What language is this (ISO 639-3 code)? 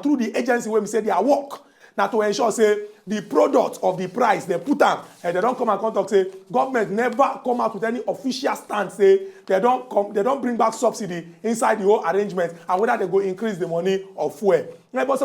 pcm